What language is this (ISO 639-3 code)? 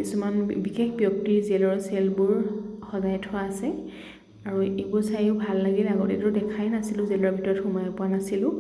asm